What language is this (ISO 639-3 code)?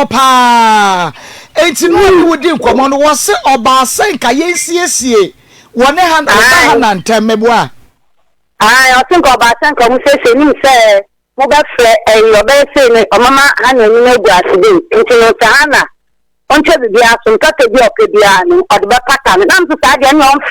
aka